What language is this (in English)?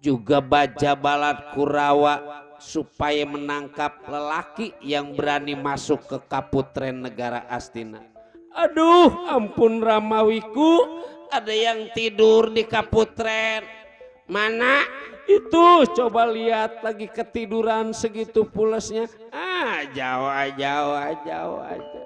Betawi